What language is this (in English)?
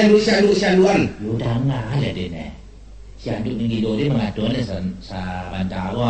Minangkabau